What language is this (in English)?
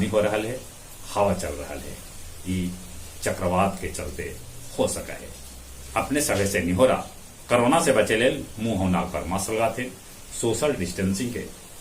Magahi